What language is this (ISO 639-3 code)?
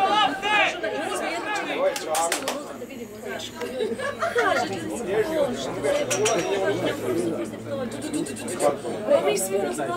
hrv